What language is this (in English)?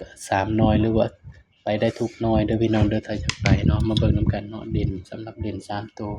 Northeastern Thai